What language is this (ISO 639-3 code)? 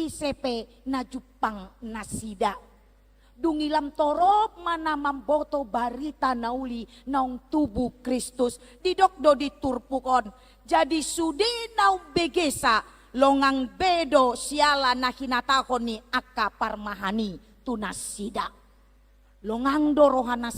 bbc